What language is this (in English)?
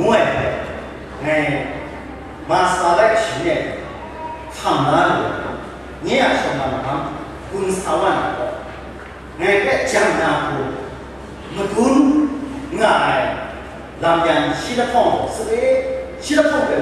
Kachin